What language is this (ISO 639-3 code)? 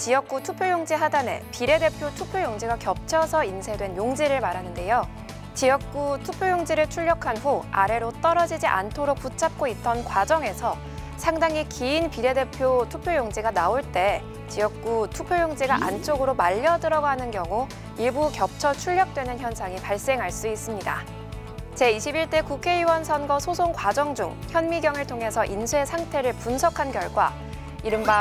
kor